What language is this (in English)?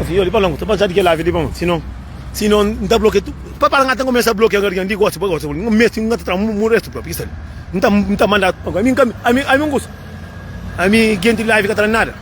Kabuverdianu